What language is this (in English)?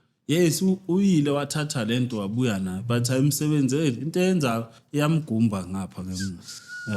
Zulu